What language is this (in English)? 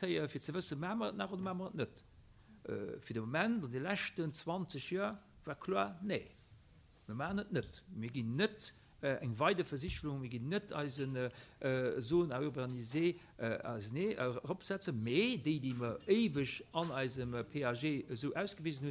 Luxembourgish